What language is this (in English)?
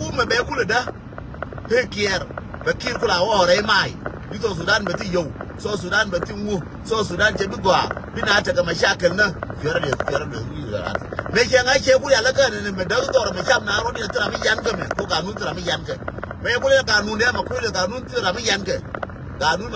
Nuer